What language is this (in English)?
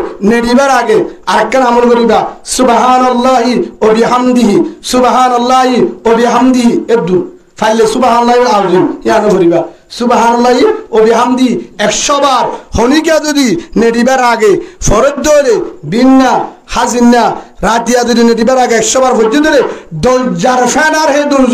Rohingya